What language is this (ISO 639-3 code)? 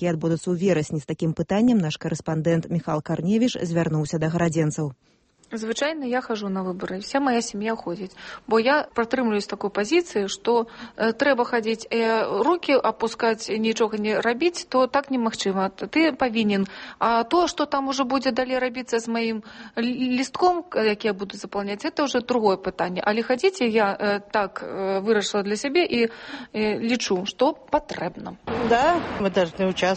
bel